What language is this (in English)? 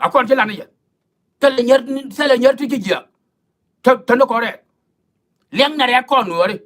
Nuer